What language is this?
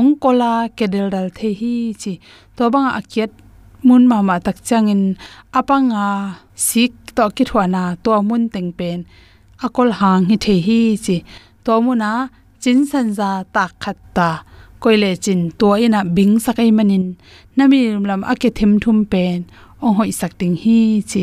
Tedim Chin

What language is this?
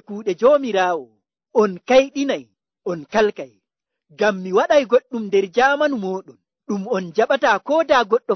Nigerian Fulfulde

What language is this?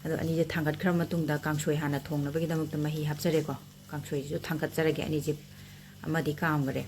Manipuri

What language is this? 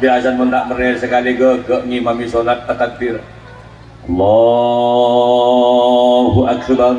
Madurese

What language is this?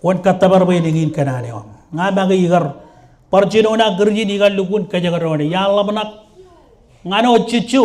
Marshallese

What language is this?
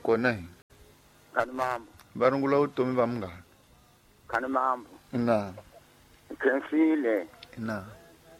Tsonga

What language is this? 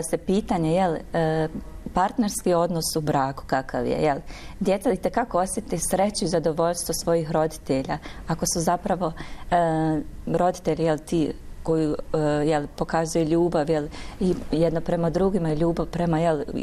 Bosnian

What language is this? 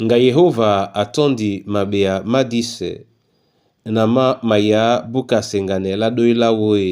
Duala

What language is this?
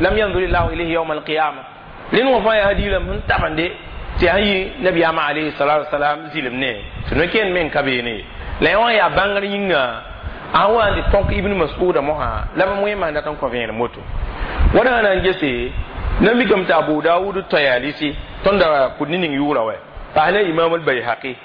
Mossi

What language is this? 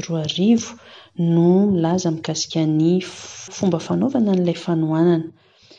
Malagasy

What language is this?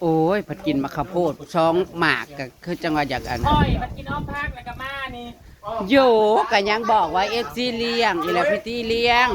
Northeastern Thai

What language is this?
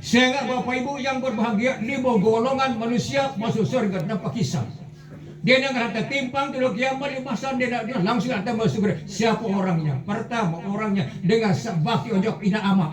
Sasak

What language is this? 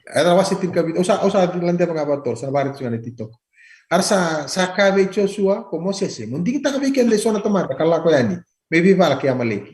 Fijian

